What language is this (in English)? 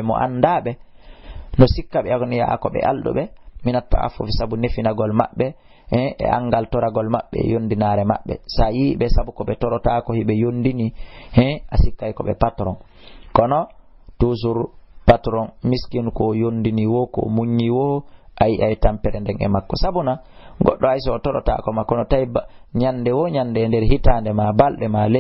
Fula